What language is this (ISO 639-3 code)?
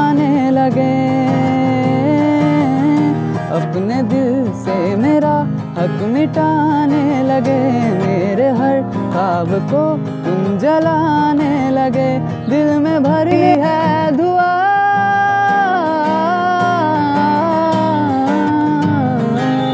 hin